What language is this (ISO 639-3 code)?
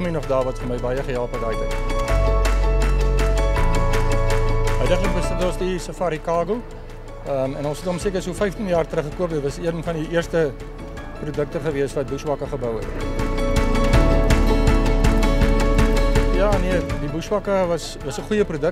afr